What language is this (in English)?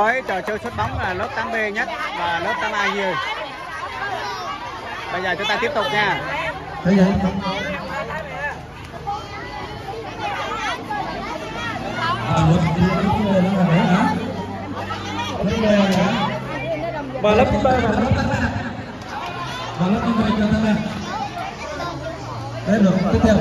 Vietnamese